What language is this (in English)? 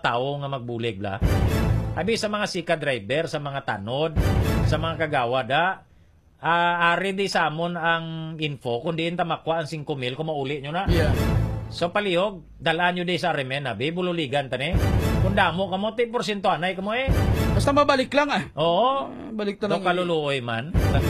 Hiligaynon